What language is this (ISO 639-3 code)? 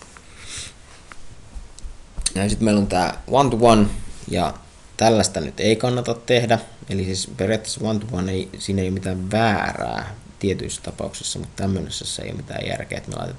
fin